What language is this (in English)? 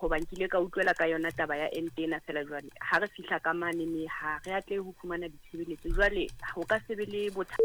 Southern Sotho